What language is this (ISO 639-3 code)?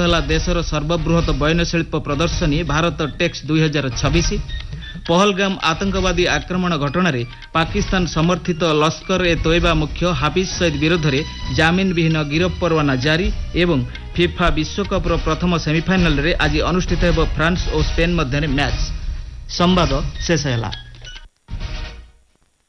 ori